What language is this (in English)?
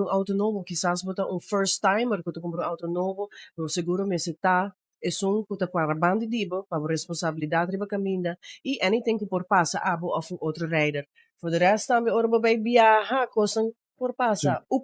Papiamento